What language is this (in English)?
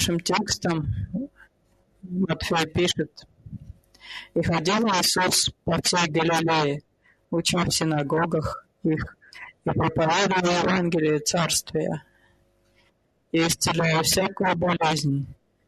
Russian